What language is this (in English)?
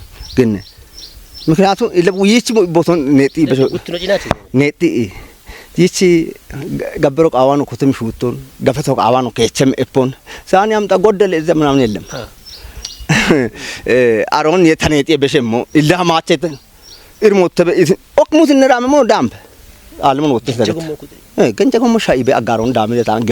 Kafa